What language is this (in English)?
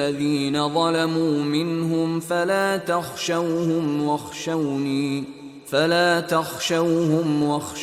Bangla